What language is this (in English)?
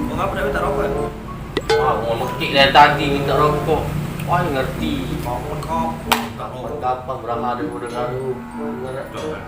Musi